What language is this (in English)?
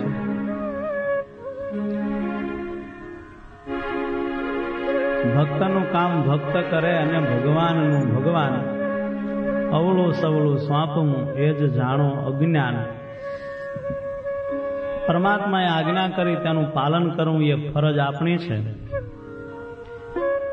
Gujarati